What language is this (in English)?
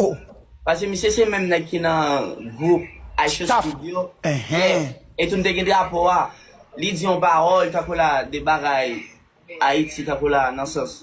Haitian Creole